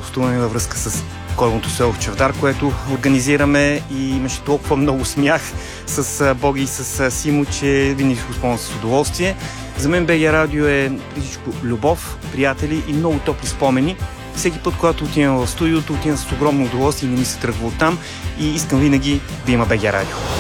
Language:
Bulgarian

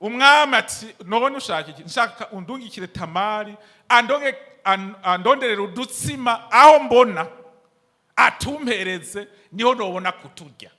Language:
Rundi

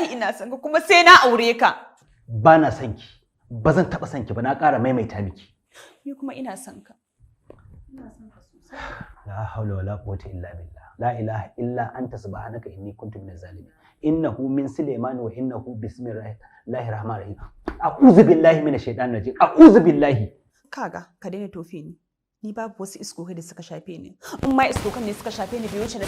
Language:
Hausa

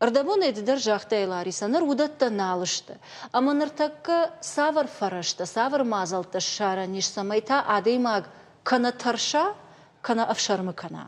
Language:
Ossetic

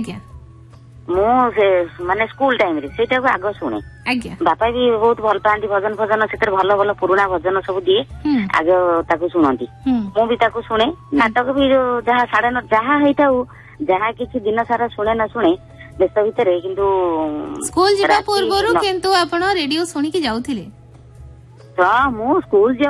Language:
Odia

